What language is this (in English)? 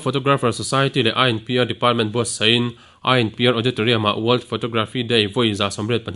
Mizo